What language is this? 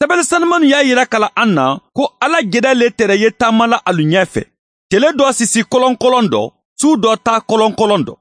Mandingo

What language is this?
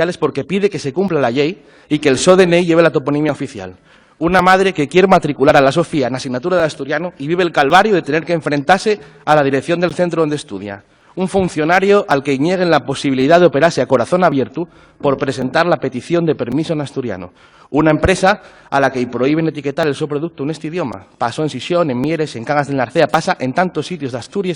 Asturian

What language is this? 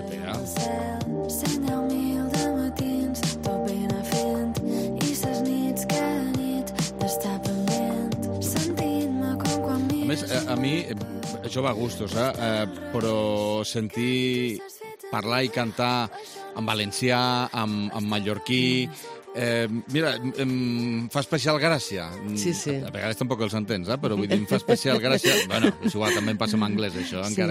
Catalan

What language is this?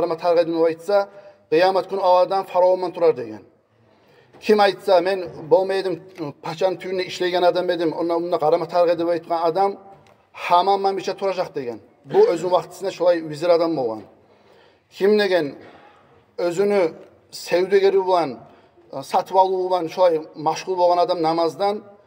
Kumyk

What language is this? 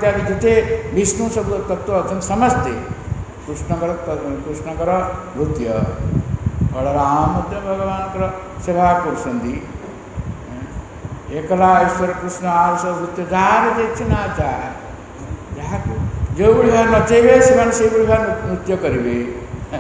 Odia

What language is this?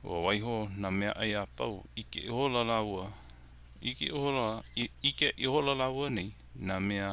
Hawaiian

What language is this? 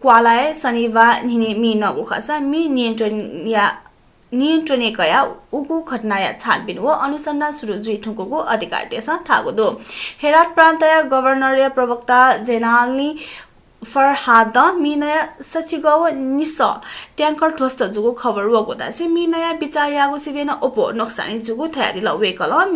Newari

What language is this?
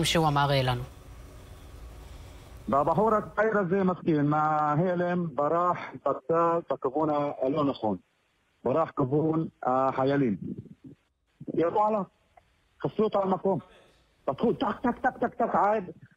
Hebrew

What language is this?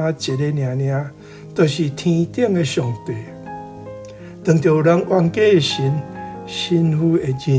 Min Nan Chinese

